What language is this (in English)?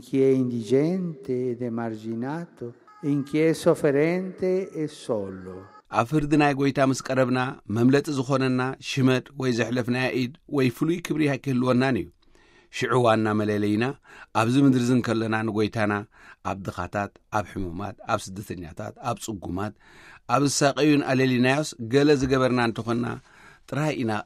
Tigrinya